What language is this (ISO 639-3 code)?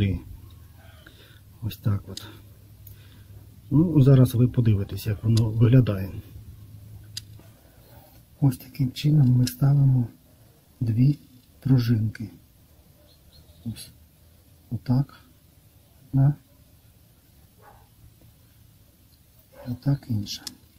ukr